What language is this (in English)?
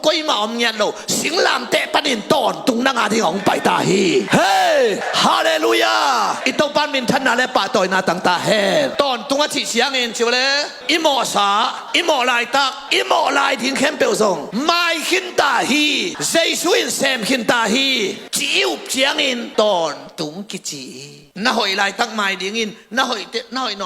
Tedim Chin